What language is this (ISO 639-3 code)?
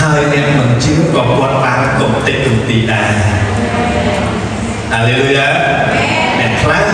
khm